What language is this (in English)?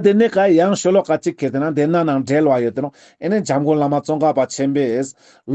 Ladakhi